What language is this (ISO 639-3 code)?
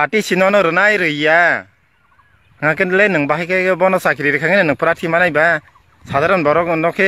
trp